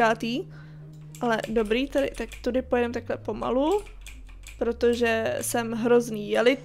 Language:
Czech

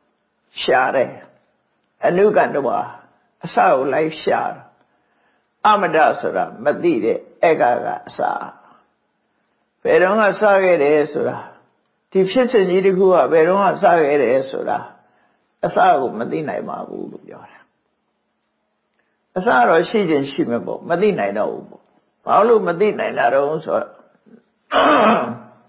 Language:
Burmese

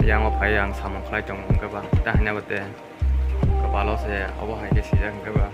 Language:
Kok Borok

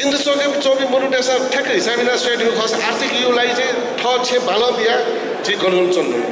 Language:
Newari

